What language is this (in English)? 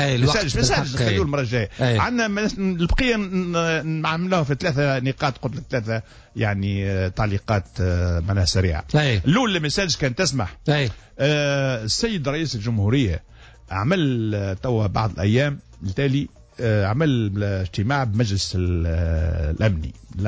Tunisian Arabic